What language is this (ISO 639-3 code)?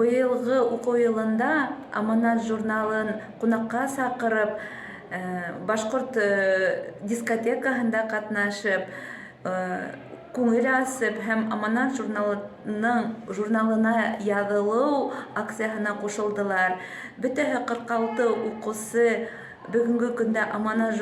bak